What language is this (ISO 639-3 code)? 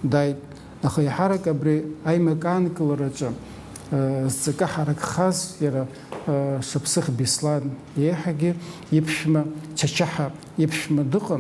abk